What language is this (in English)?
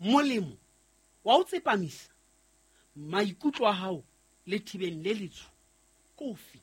Southern Sotho